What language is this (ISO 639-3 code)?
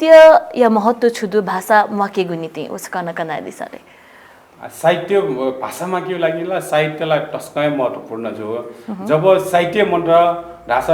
new